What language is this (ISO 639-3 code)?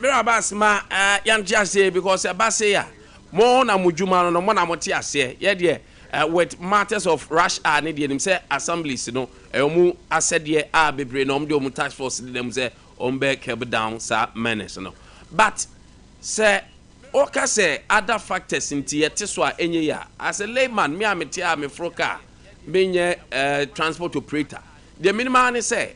aka